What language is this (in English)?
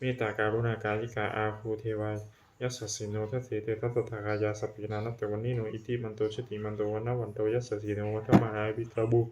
Pali